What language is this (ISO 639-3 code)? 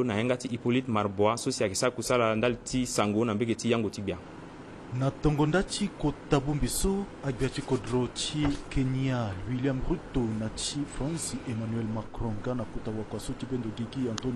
sag